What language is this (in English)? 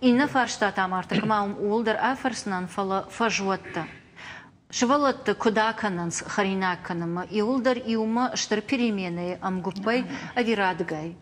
Ossetic